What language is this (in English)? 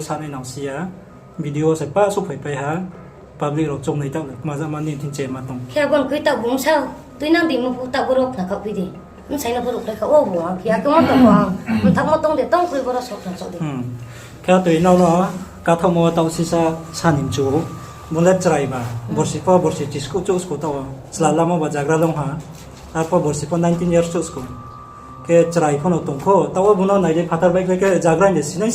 Riang (India)